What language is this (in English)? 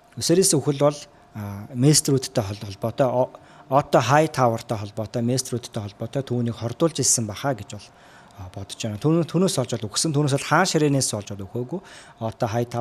Mongolian